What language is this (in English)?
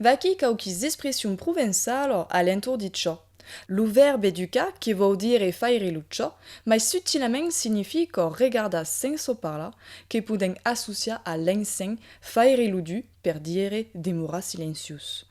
Occitan